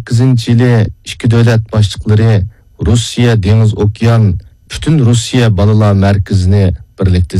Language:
Uyghur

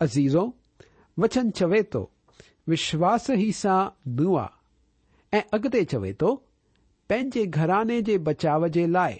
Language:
Sindhi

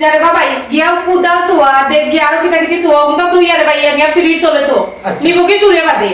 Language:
Sylheti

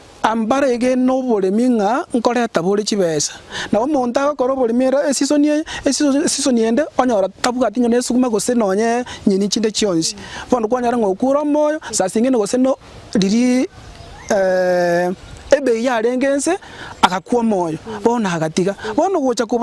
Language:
Gusii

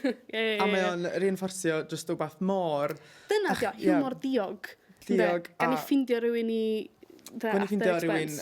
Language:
Welsh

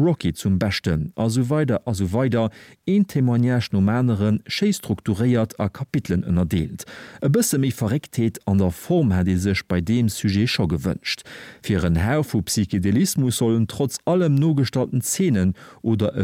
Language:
Luxembourgish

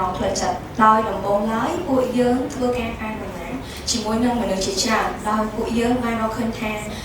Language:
Khmer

